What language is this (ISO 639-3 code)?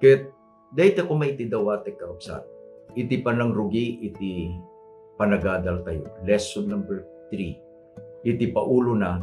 ilo